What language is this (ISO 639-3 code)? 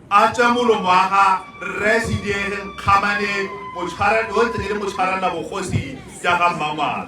tsn